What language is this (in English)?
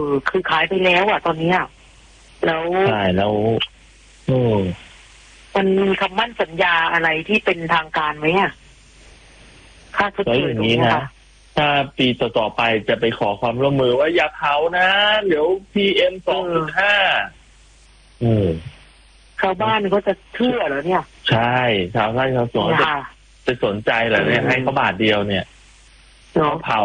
Thai